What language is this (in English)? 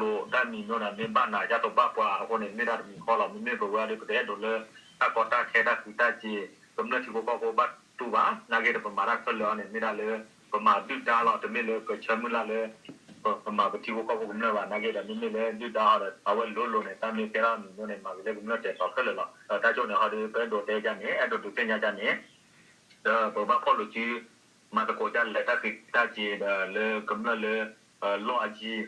S'gaw Karen